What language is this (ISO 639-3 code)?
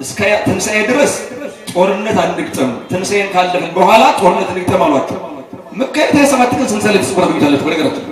amh